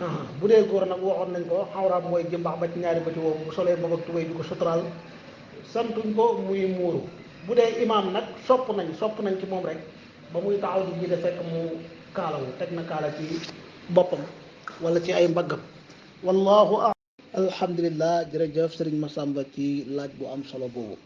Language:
Wolof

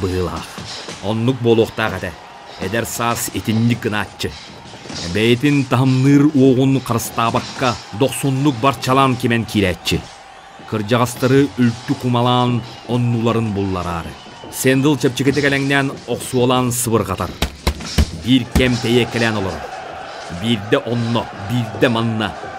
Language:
Yakut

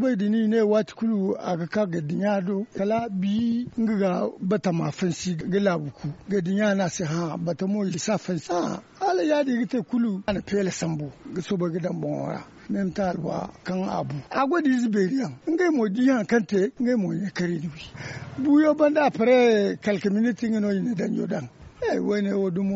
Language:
Zarma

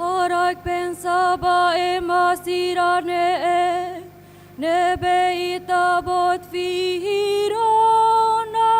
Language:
Tetum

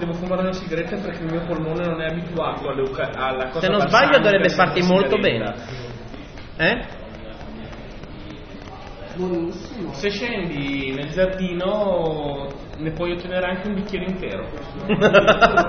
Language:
Italian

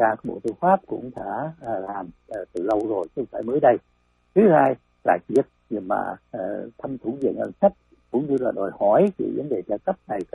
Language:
Vietnamese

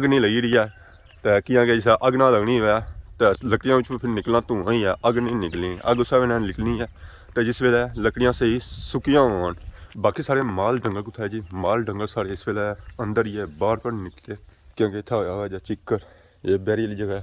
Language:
Pahari-Potwari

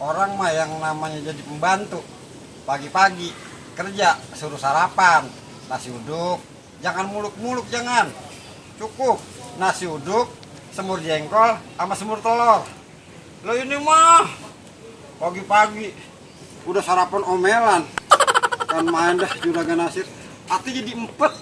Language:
Betawi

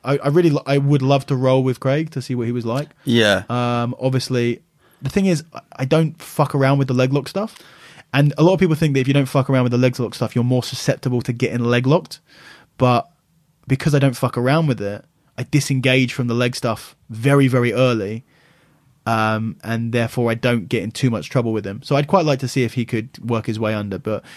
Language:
English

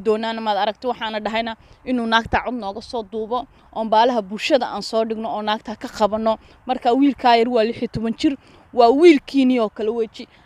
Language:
Somali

